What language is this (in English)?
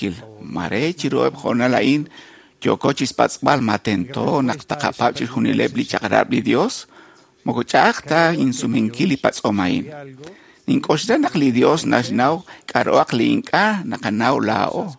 Kekchí